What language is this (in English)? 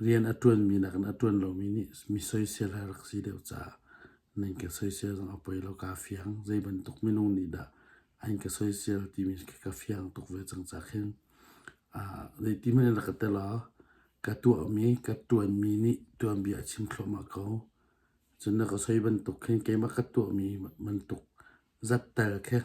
Hakha Chin